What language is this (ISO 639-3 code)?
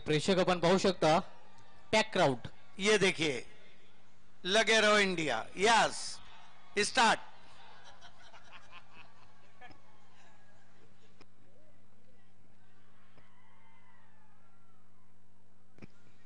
mar